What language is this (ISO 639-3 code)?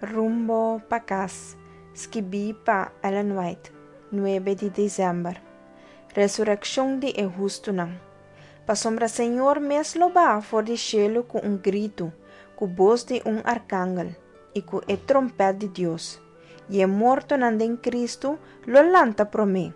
pap